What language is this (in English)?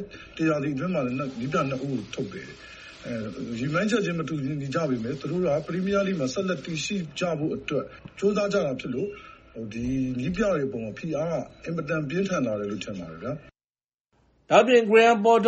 Burmese